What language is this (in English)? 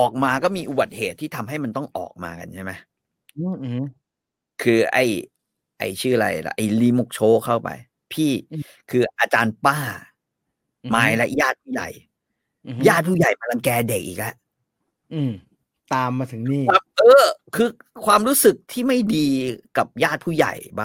Thai